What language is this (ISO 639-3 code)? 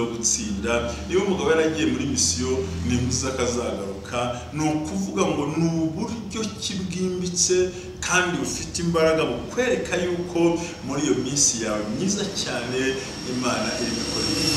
kin